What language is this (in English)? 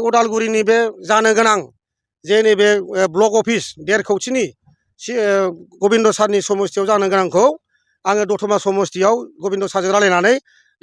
Bodo